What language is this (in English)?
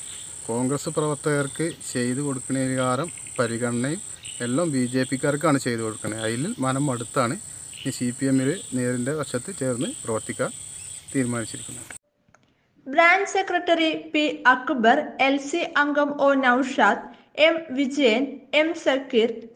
Malayalam